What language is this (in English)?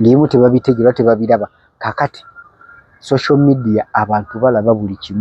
Ganda